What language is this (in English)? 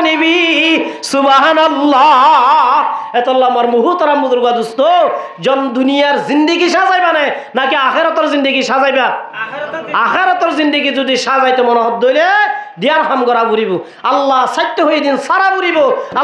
Rohingya